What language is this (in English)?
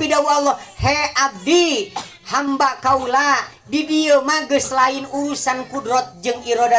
Sundanese